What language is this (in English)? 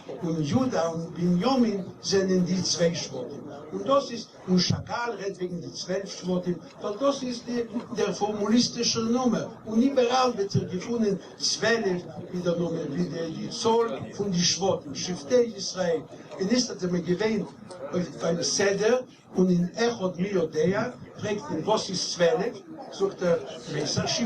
Yiddish